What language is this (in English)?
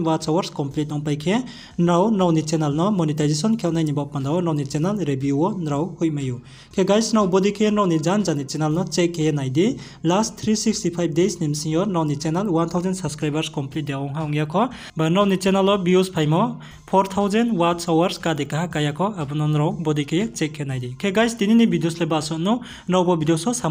Riang (India)